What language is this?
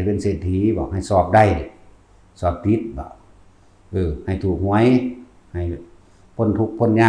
Northeastern Thai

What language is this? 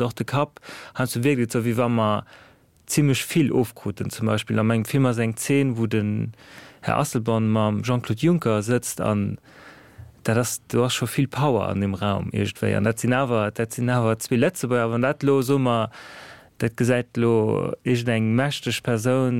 Luxembourgish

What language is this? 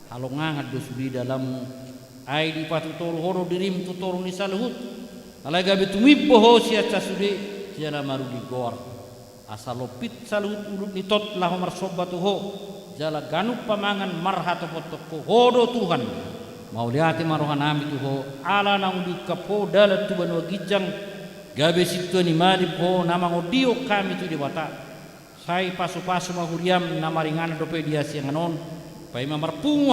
Batak Toba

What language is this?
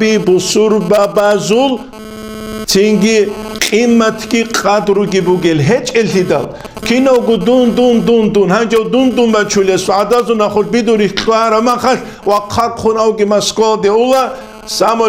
Avaric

